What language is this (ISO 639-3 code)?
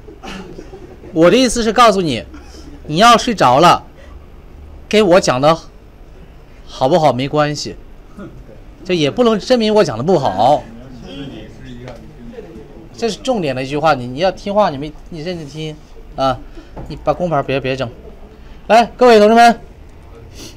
zho